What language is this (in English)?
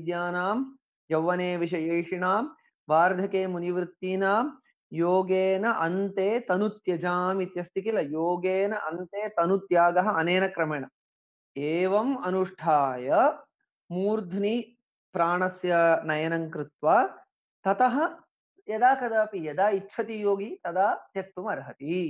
Sanskrit